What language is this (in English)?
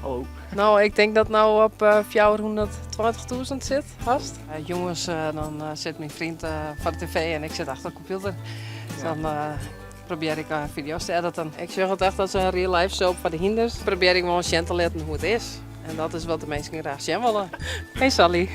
Western Frisian